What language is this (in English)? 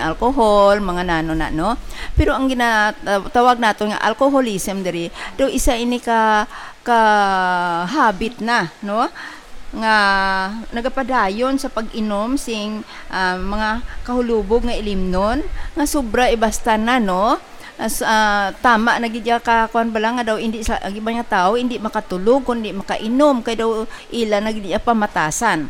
Hiligaynon